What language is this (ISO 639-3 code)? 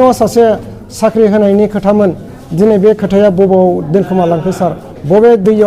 brx